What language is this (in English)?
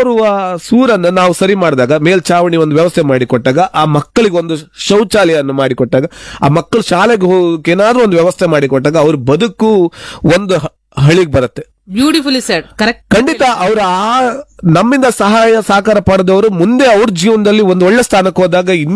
Kannada